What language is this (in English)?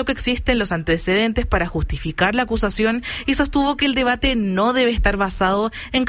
Spanish